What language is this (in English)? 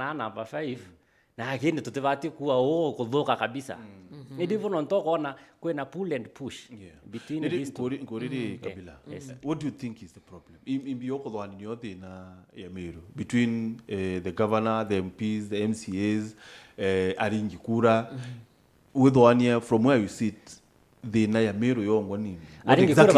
Meru